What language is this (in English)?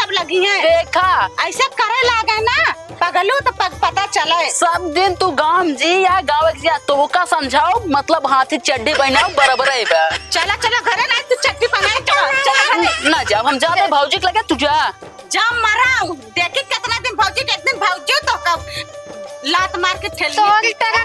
Awadhi